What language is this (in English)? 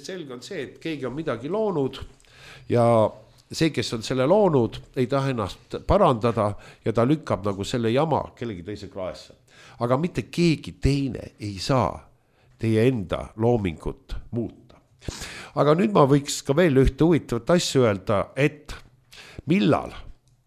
Estonian